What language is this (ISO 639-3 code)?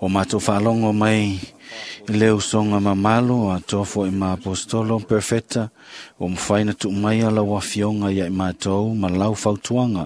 smo